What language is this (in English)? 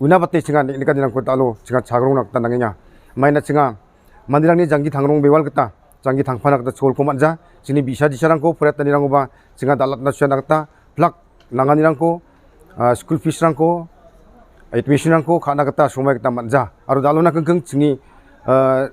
Garo